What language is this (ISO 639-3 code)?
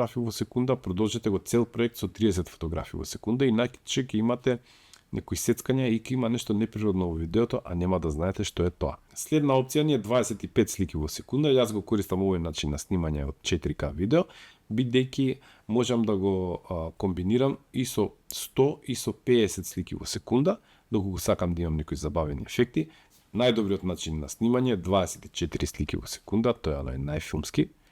mkd